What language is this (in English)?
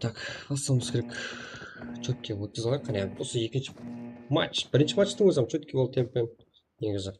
Kara-Kalpak